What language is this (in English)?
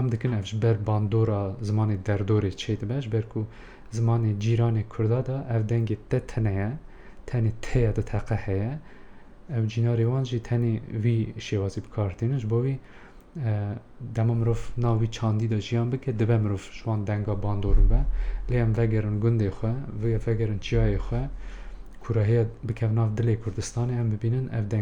Kurdish